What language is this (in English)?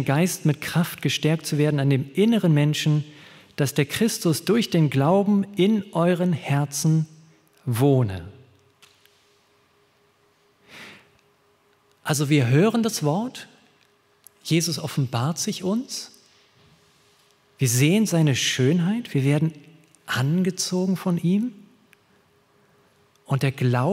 German